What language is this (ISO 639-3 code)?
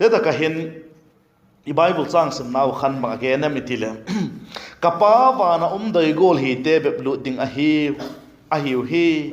vap